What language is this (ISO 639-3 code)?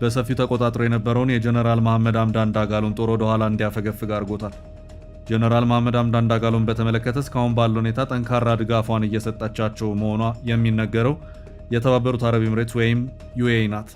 amh